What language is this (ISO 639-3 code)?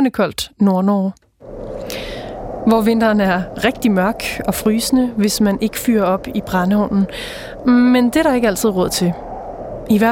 dan